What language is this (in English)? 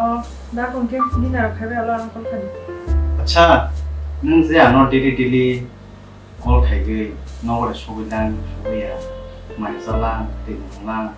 Kok Borok